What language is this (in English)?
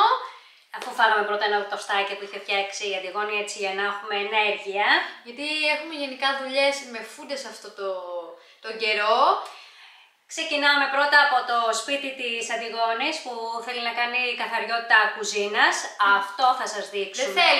Greek